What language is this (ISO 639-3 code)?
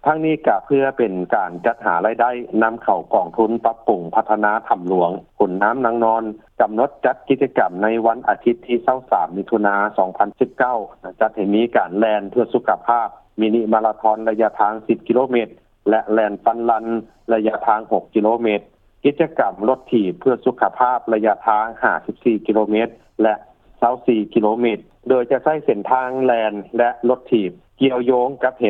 lao